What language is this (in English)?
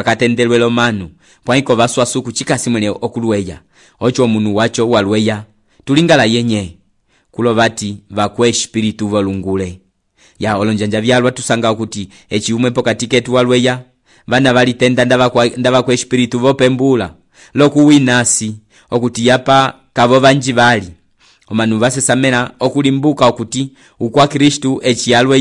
Umbundu